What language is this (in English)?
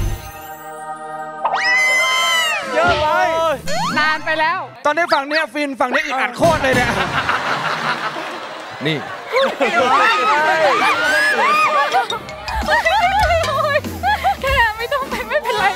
Thai